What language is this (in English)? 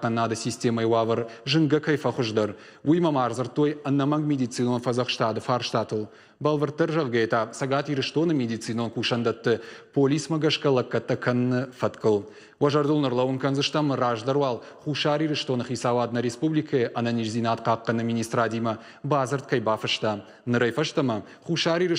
Ossetic